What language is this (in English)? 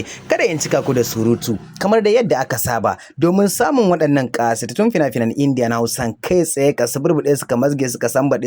Hausa